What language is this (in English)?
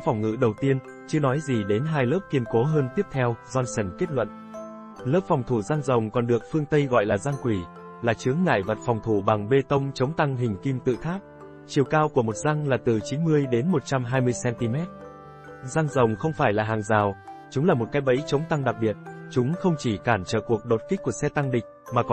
Vietnamese